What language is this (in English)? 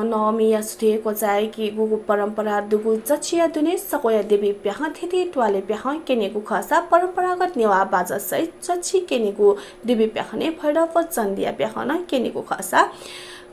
Newari